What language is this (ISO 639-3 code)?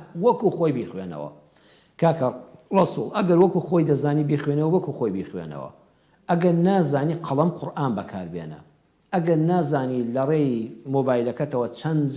ckb